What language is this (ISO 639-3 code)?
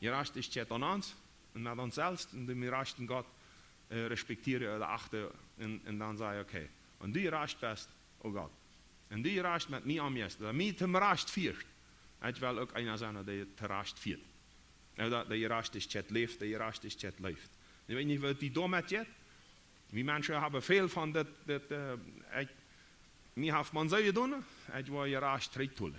pdt